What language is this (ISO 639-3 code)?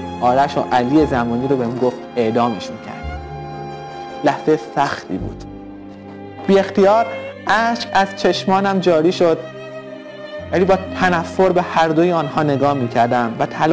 fas